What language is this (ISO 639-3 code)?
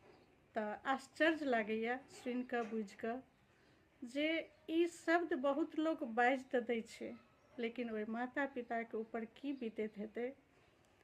mai